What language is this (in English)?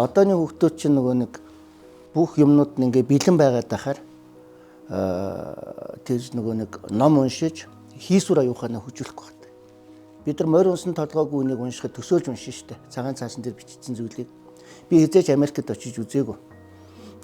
Mongolian